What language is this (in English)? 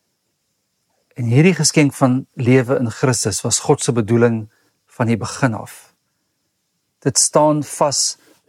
Afrikaans